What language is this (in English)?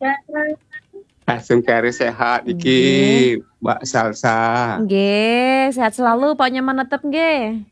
Balinese